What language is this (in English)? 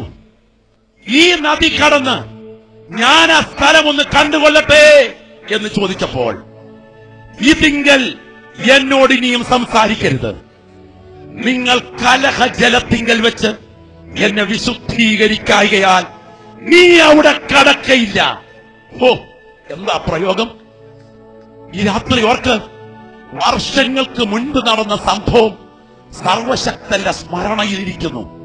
Malayalam